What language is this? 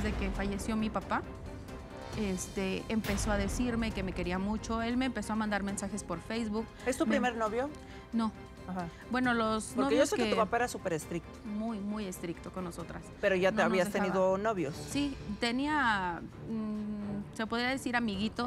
Spanish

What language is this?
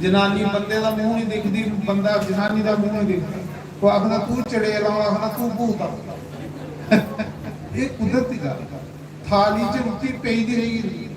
Dogri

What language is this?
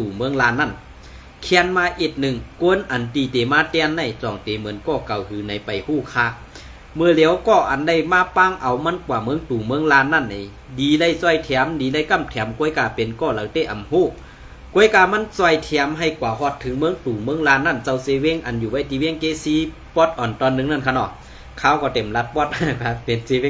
Shan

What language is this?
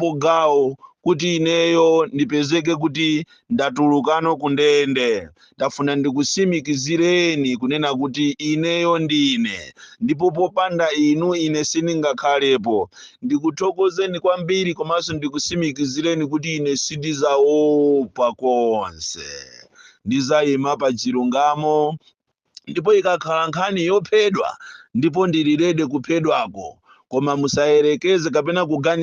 Nyanja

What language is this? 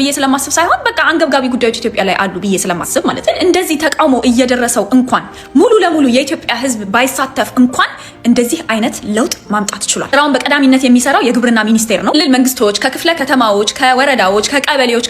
Amharic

